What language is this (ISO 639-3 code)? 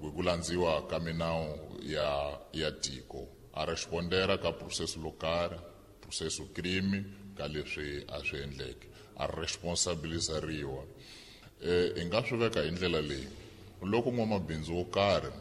tso